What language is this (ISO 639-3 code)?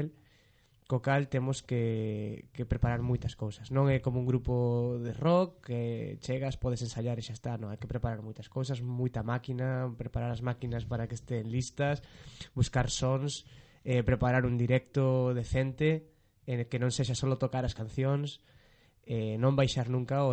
glg